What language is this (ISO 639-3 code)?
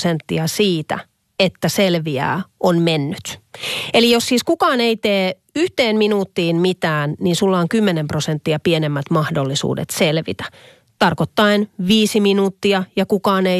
fin